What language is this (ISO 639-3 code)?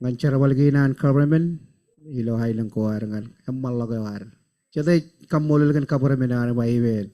mah